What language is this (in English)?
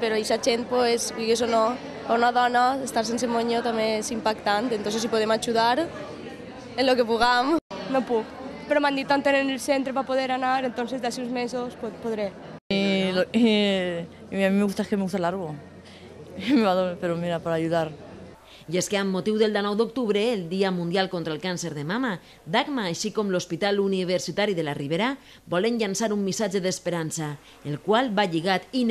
Catalan